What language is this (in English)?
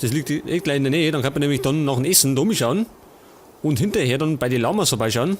Bavarian